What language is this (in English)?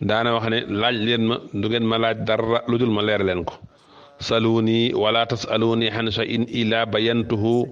Wolof